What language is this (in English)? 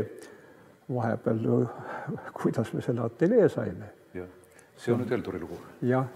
Estonian